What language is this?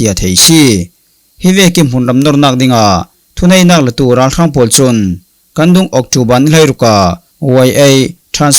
Falam Chin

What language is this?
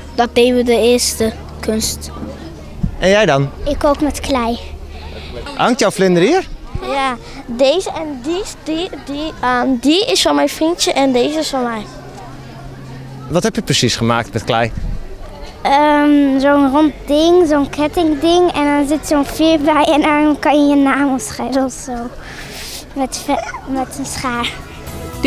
Dutch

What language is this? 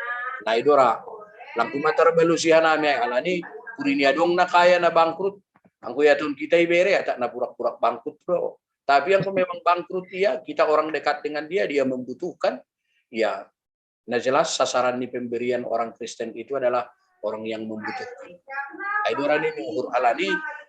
Batak Simalungun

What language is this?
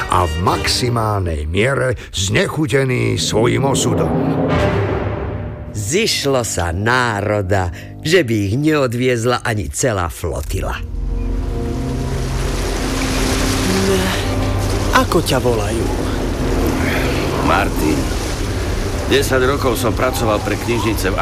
Slovak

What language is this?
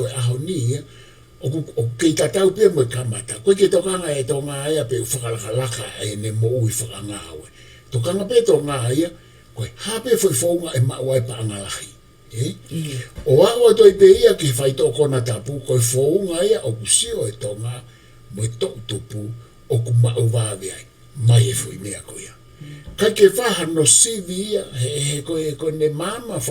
Tongan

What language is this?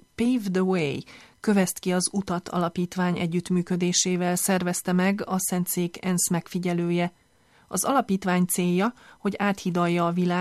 Hungarian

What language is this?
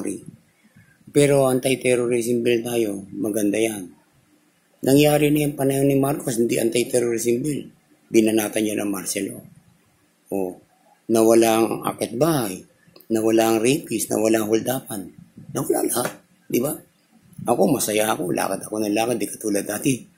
Filipino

